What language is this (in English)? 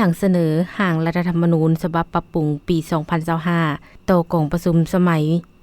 Lao